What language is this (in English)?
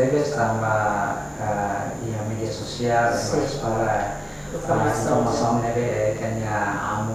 Tetum